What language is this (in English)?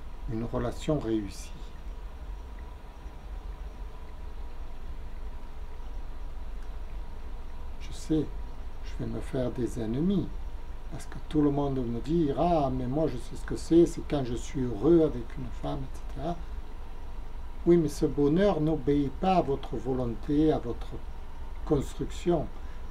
French